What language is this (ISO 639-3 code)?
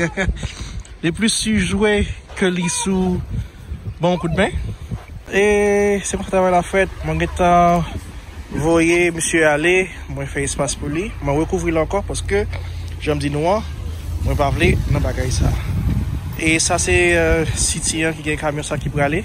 hat